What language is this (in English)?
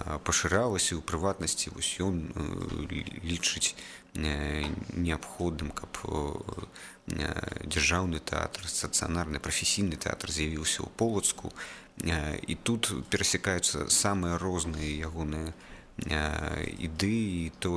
Belarusian